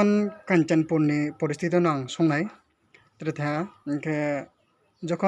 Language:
Riang (India)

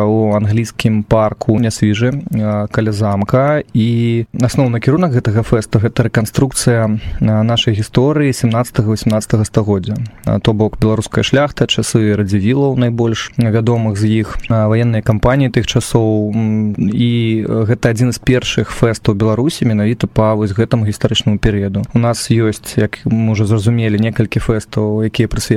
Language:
Belarusian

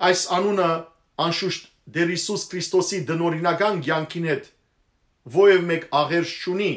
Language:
Western Armenian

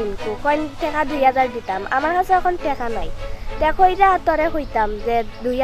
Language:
Sylheti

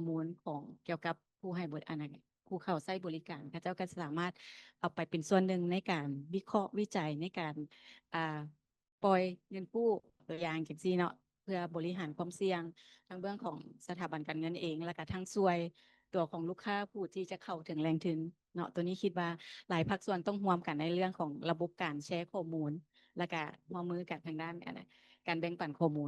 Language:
Lao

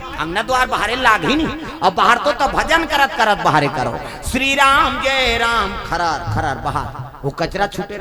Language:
Chhattisgarhi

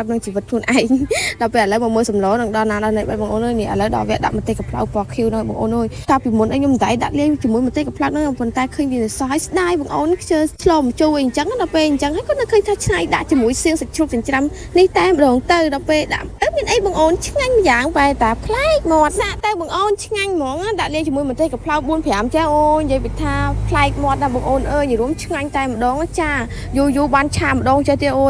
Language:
Khmer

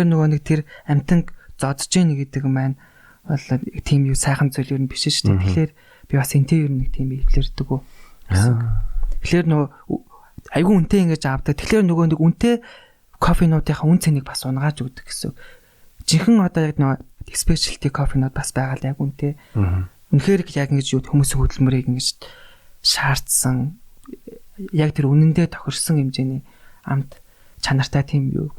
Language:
Mongolian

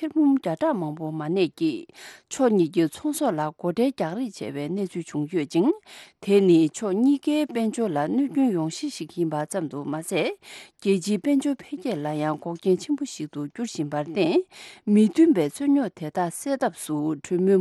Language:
Tibetan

